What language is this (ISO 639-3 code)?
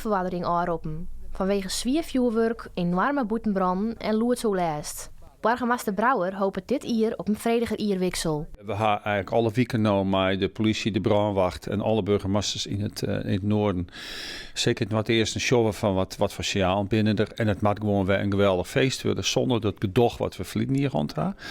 fry